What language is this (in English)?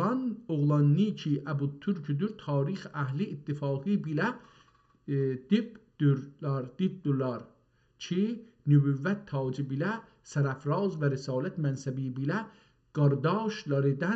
South Azerbaijani